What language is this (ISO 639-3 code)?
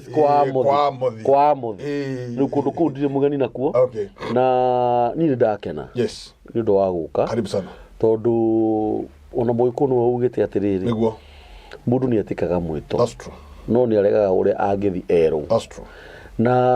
kik